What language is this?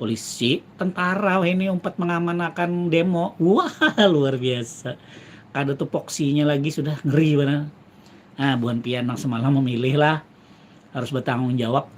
Banjar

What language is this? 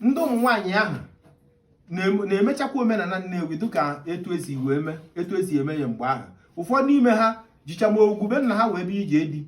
Igbo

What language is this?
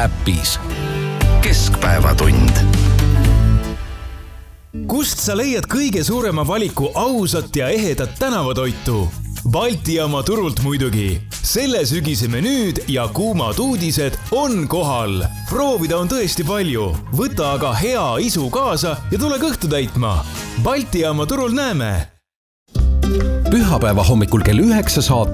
Estonian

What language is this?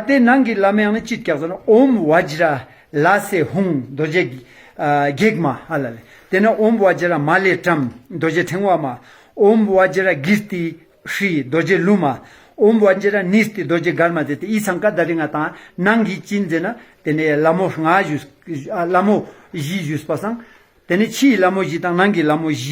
Ladakhi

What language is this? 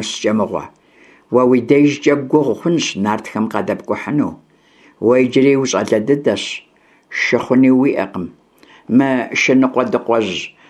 Kabardian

